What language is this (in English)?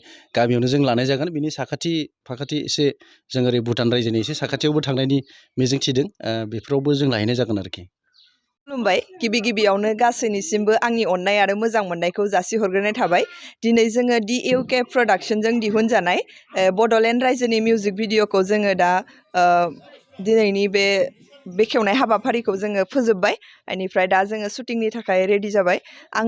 Bodo